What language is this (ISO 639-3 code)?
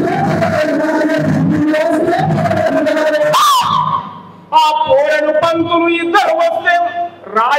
tel